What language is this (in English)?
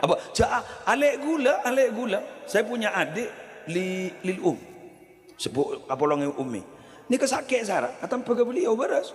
Madurese